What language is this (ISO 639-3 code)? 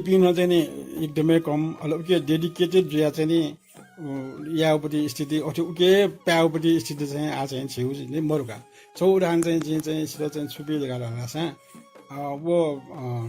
new